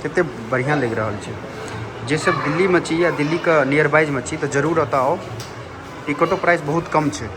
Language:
Maithili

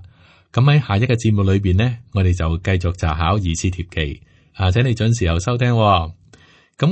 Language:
Cantonese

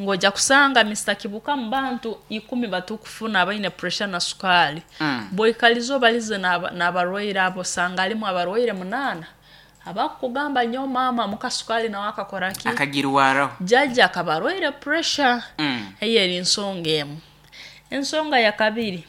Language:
Nyoro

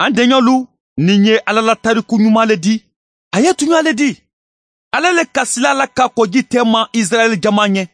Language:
Mandingo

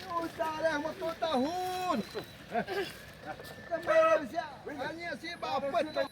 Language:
Xavánte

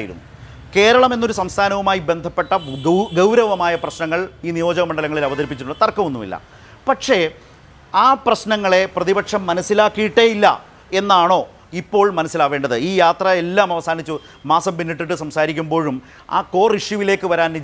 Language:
Malayalam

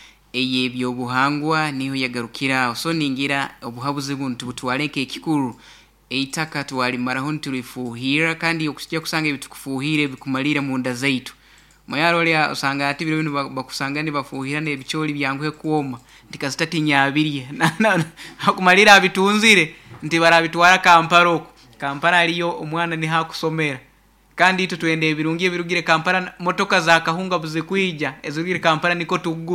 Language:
Nyoro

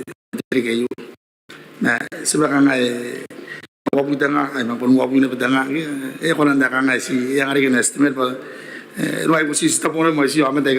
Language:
Gilbertese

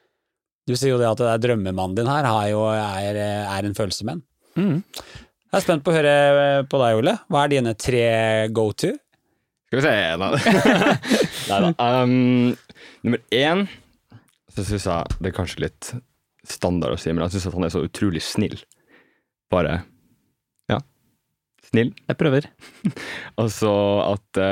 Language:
Norwegian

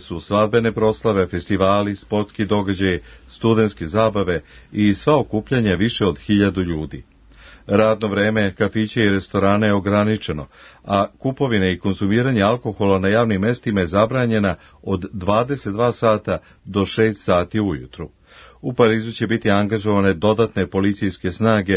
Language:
Serbian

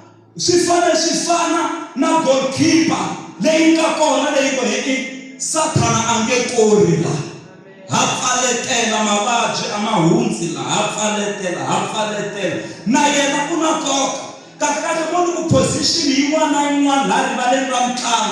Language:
Tsonga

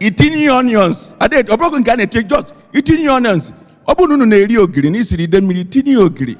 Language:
Igbo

